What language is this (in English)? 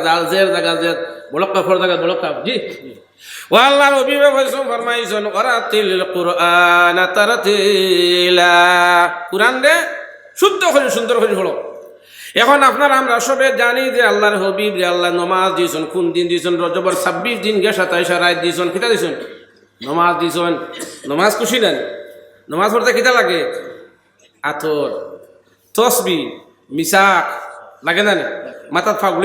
Sylheti